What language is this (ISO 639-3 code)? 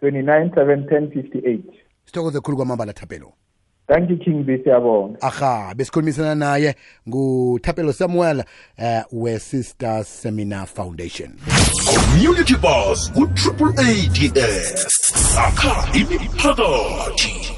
nbl